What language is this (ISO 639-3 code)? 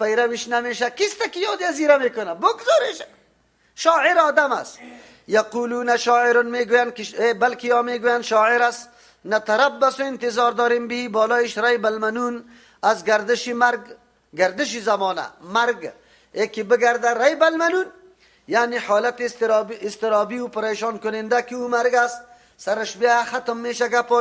fas